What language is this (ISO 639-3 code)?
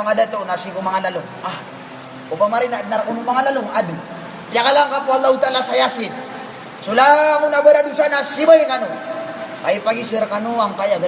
mrw